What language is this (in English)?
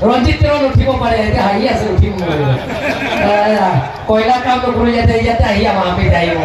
Karbi